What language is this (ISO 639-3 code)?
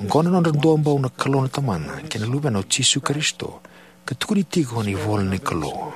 fij